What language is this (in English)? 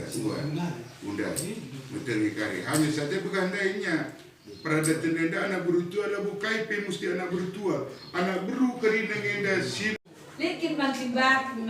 Batak Karo